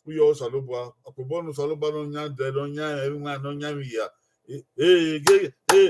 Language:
Bini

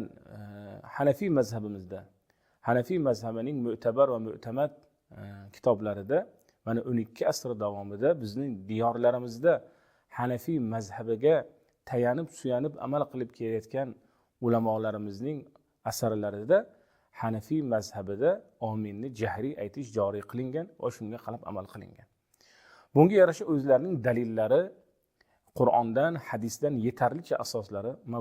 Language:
Uzbek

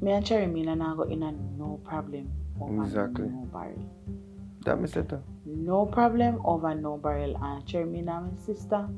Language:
Jamaican Creole English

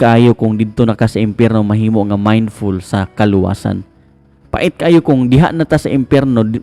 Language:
Cebuano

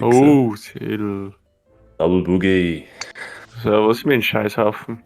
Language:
Bavarian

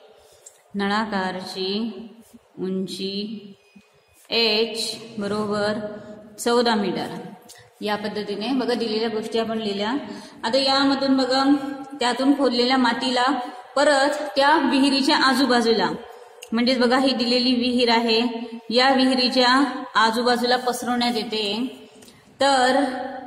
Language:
Marathi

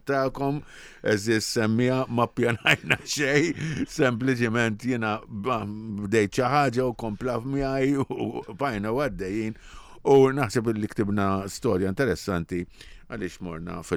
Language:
Maltese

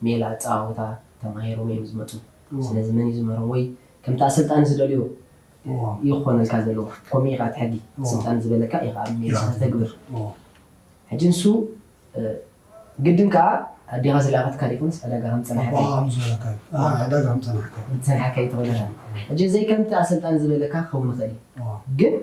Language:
Tigrinya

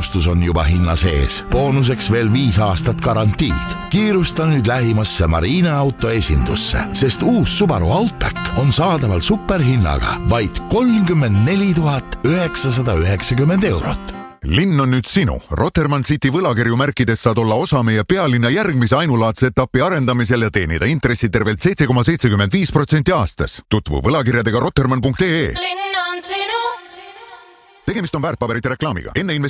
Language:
Estonian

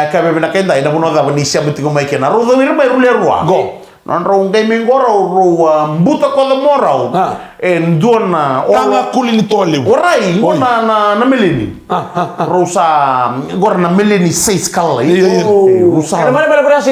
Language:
Fijian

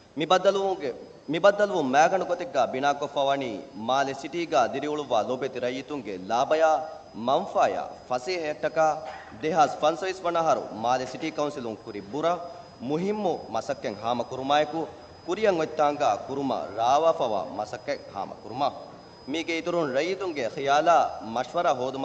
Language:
Divehi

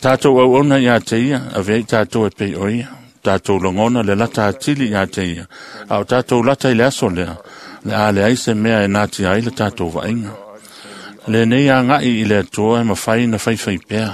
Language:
Samoan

